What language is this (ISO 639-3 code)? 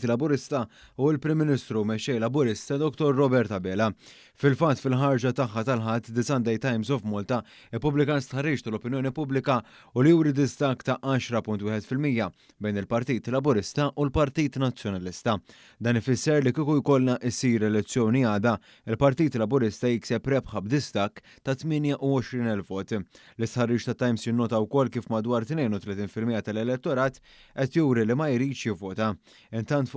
mlt